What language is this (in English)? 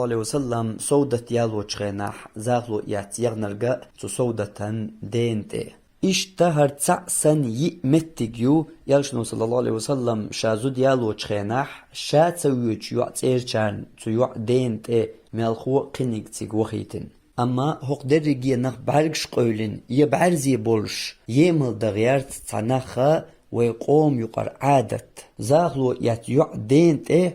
Chechen